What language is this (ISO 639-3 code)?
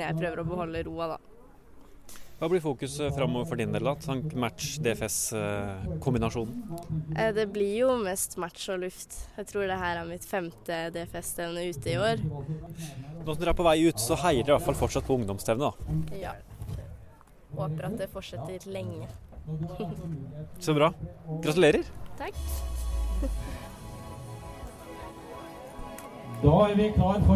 nor